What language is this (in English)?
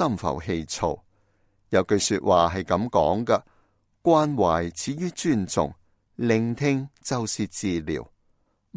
Cantonese